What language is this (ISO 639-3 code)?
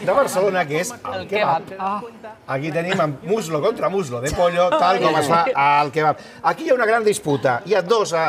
cat